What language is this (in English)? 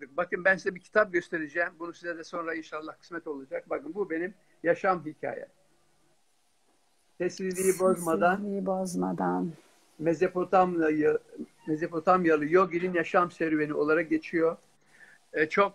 Turkish